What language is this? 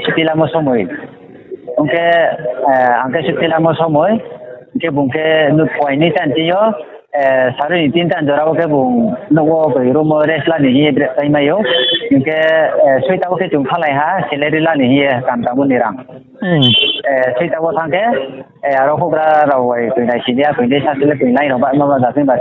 Riang (India)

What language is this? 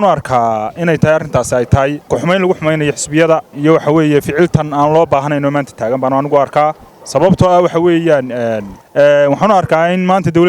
Somali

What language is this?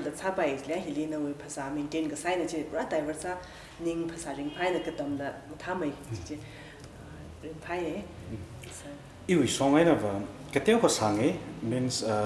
Tangkhul Naga (India)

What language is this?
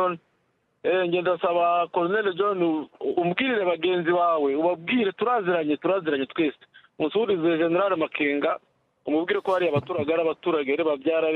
Kinyarwanda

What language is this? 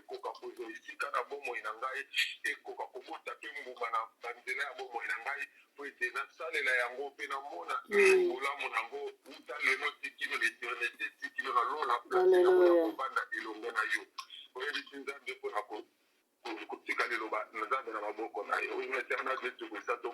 Lingala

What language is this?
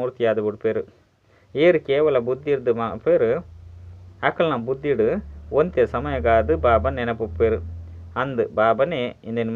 Tulu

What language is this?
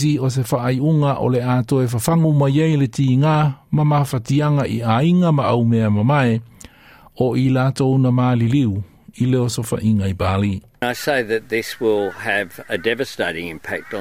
Samoan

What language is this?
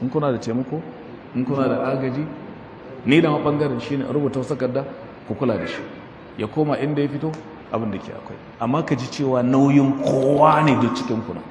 Hausa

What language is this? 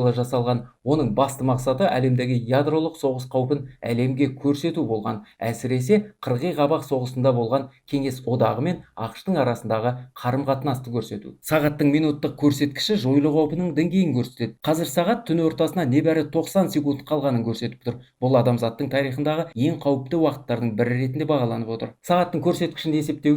Kazakh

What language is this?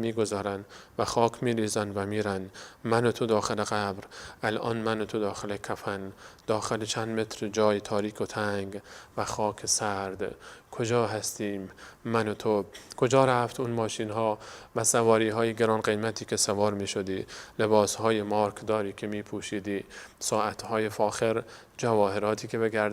Persian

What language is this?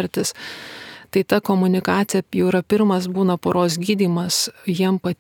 Lithuanian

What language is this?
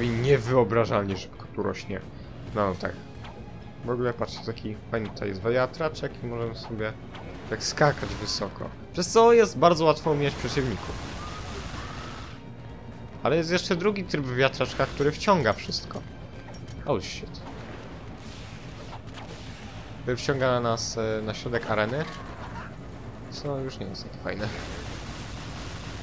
Polish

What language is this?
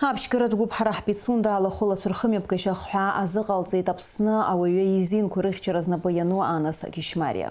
Abkhazian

